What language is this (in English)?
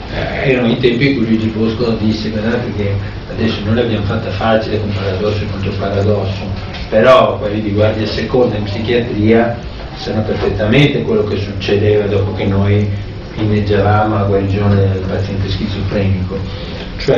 Italian